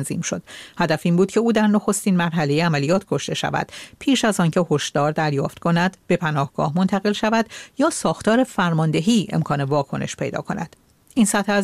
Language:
Persian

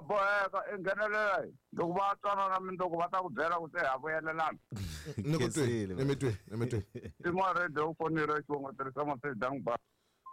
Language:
Tsonga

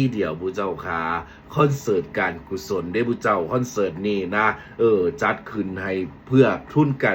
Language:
Northeastern Thai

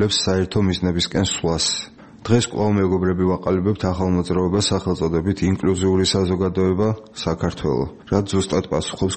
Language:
Georgian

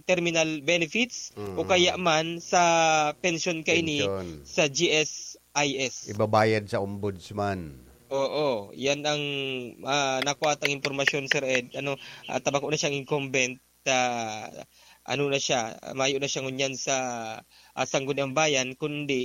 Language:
Bikol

